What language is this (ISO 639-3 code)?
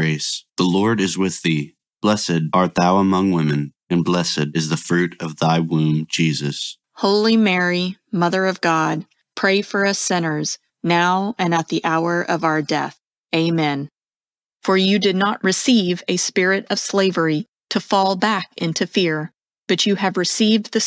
eng